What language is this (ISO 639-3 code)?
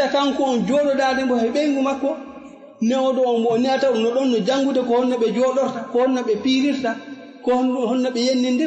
ful